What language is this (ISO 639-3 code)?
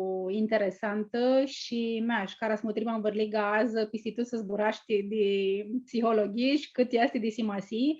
rup